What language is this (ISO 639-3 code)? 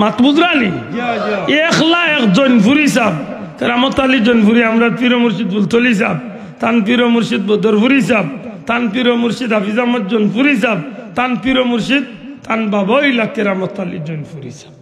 syl